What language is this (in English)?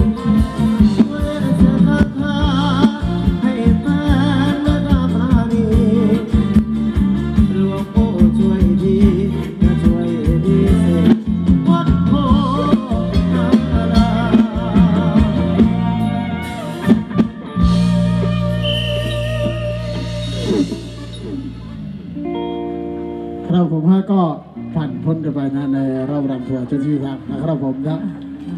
Thai